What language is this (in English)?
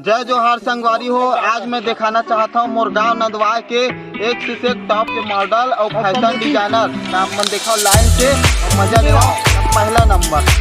Chhattisgarhi